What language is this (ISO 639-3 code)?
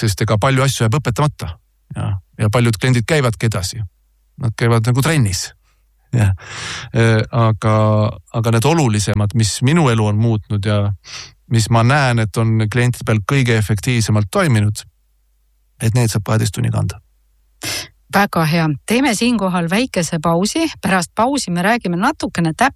est